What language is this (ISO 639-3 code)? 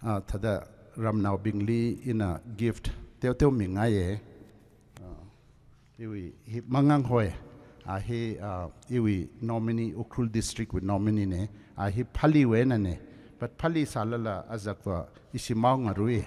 nmf